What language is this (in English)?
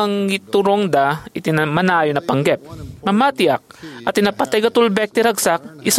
Iloko